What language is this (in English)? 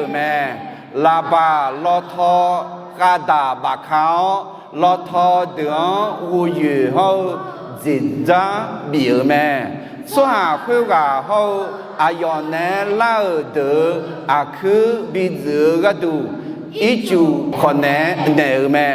Akha